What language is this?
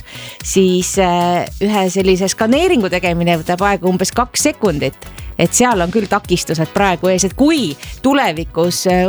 Estonian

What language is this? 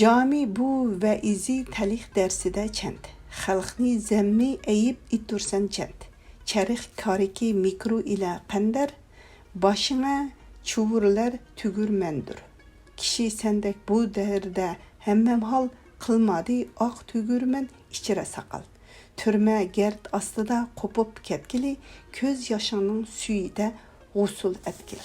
Uyghur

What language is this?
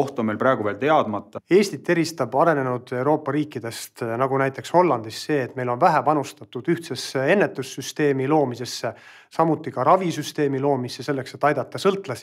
Estonian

